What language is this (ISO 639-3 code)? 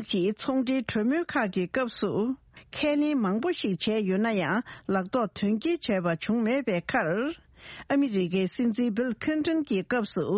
bod